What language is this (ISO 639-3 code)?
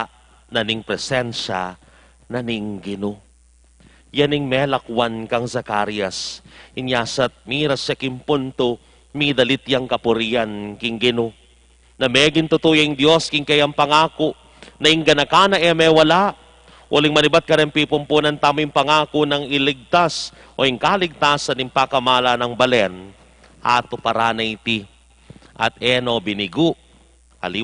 pam